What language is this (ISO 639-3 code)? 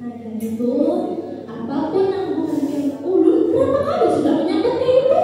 bjn